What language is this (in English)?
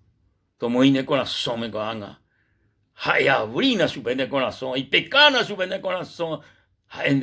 Guarani